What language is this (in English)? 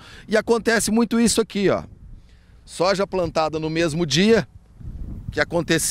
Portuguese